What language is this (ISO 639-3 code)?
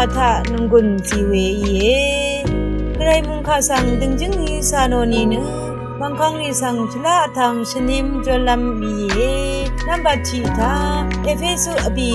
raw